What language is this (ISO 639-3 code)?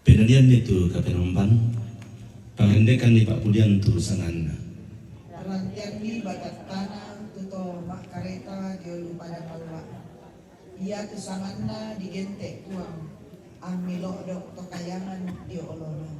sda